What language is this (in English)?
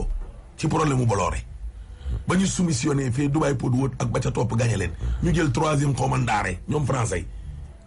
Wolof